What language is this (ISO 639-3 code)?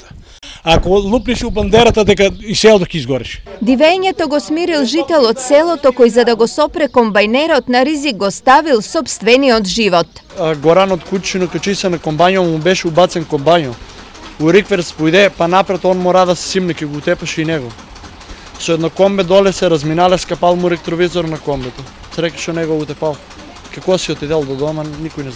mkd